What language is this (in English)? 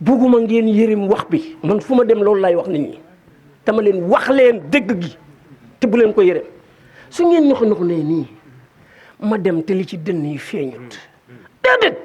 Wolof